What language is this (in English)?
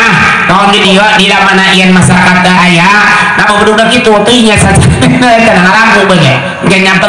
Sundanese